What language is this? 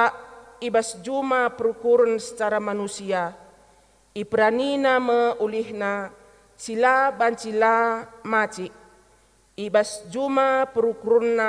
Batak Karo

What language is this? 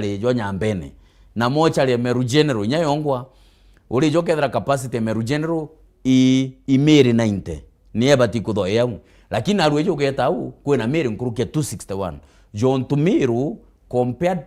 Meru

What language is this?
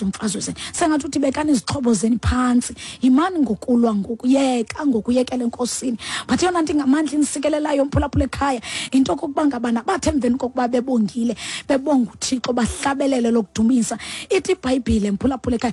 Xhosa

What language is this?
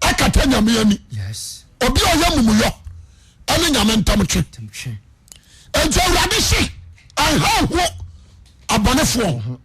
Akan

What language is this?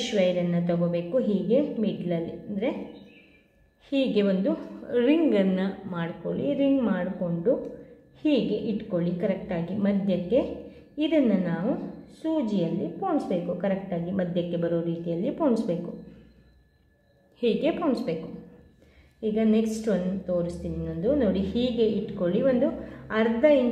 Kannada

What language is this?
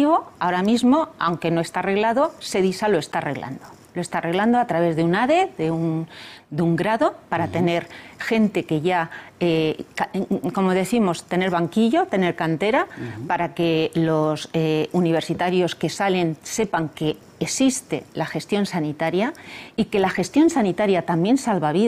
Spanish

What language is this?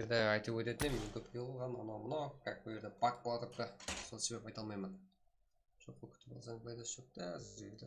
Kara-Kalpak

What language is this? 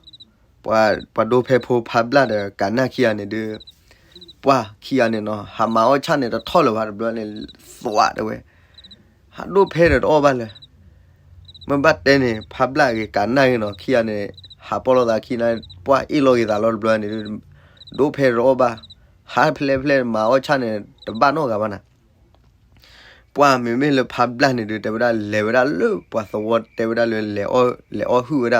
S'gaw Karen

